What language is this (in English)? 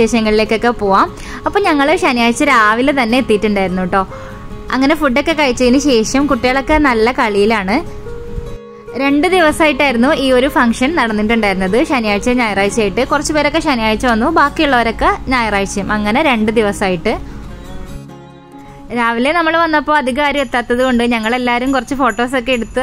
Malayalam